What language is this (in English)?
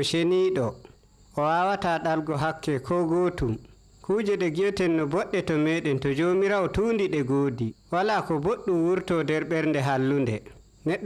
Nigerian Fulfulde